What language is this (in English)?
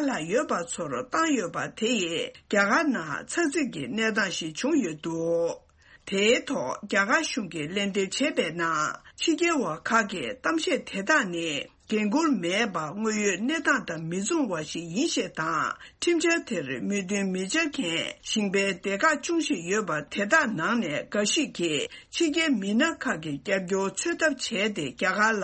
Tibetan